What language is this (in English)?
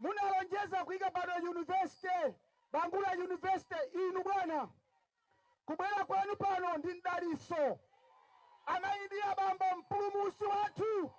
Nyanja